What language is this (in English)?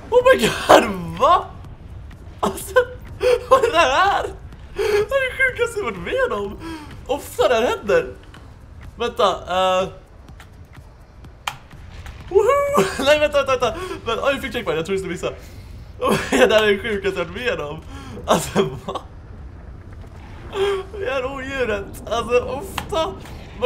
Swedish